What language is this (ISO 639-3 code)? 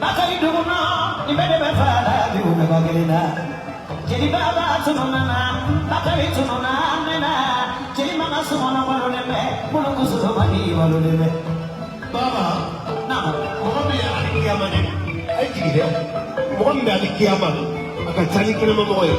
bam